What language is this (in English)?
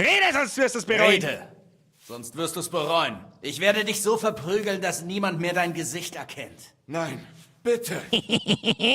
Bavarian